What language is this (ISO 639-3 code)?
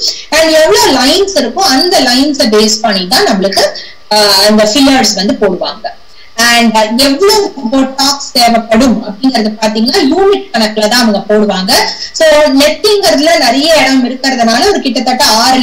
tam